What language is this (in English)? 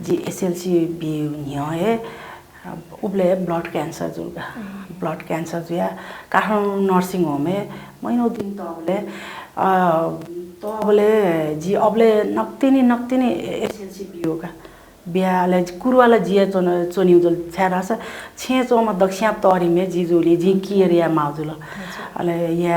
Newari